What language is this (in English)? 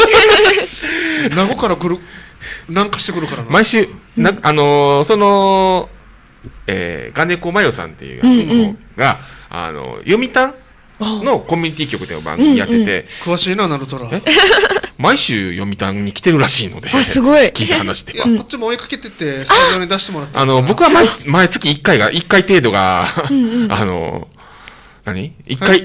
Japanese